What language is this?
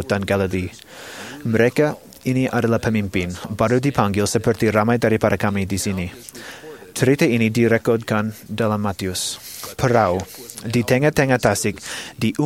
Malay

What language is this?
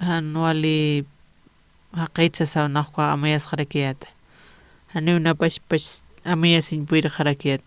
Aymara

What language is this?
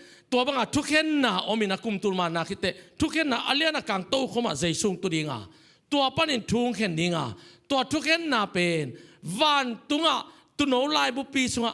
Tedim Chin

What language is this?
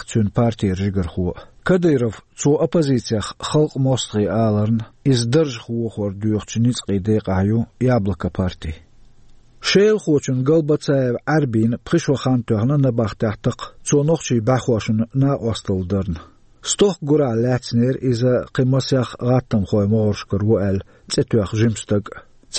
Chechen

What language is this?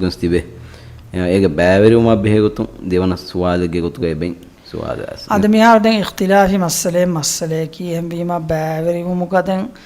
Divehi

